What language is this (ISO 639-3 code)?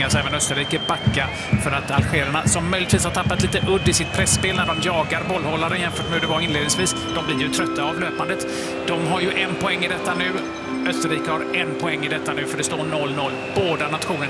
swe